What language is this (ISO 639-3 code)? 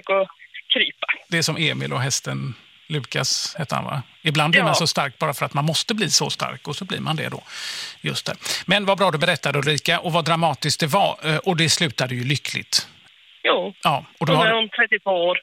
swe